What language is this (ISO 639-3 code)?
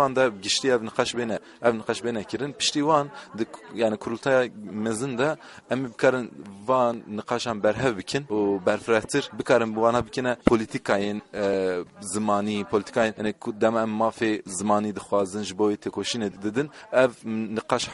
kur